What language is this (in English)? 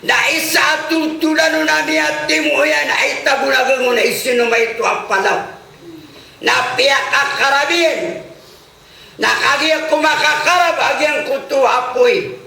Maranao